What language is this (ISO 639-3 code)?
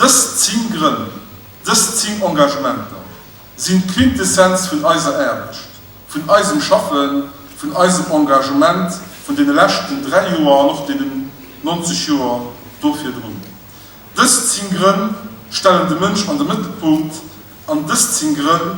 ltz